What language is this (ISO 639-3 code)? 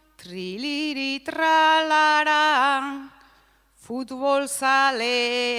eus